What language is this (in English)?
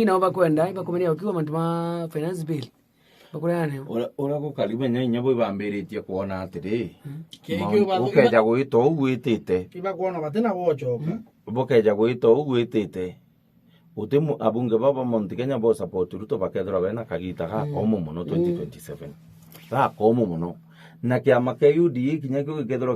Meru